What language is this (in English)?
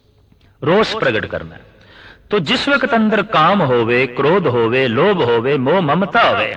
Punjabi